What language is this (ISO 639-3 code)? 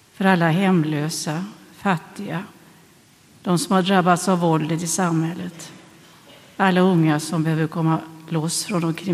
swe